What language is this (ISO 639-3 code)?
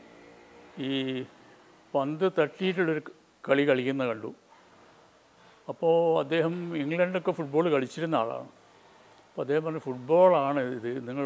mal